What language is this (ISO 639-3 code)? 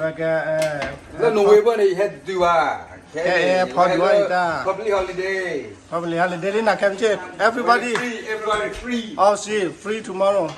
ksw